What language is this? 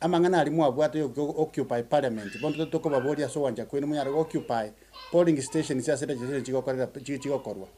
Gusii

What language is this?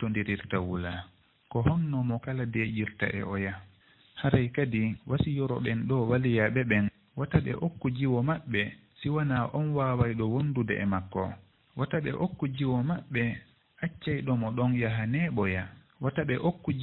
Fula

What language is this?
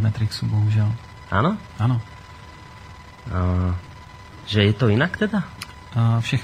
Slovak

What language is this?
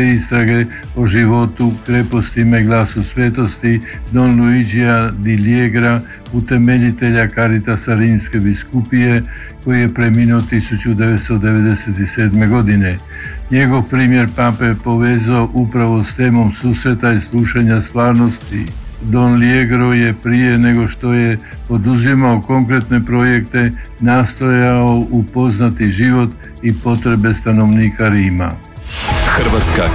Croatian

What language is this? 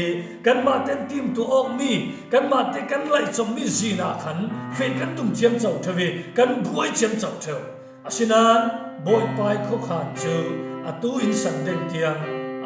Falam Chin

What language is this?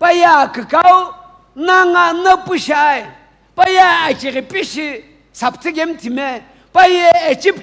Sumi Naga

